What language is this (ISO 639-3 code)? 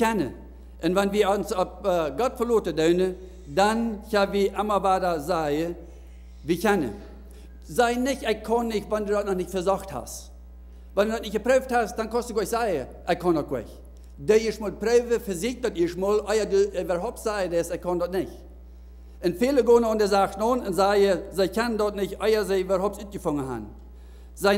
pdt